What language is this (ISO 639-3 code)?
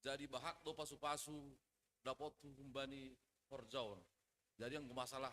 bts